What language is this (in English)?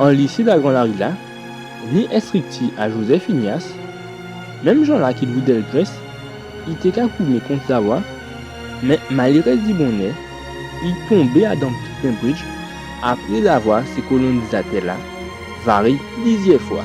Guadeloupean Creole French